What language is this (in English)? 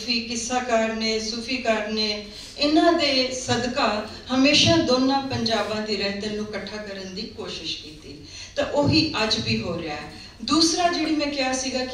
Western Panjabi